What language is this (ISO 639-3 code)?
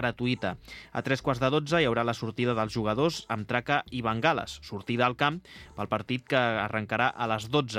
cat